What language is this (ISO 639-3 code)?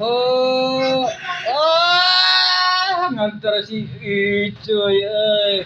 sun